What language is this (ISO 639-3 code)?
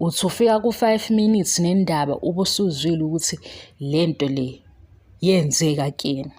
zul